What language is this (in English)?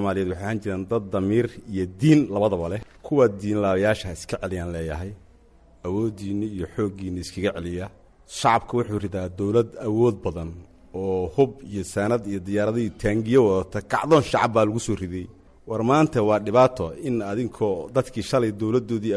Somali